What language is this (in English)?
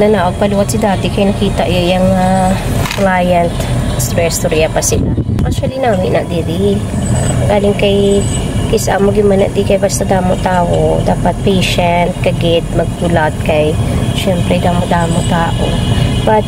Hiligaynon